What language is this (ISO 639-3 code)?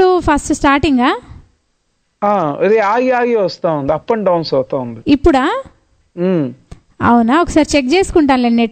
tel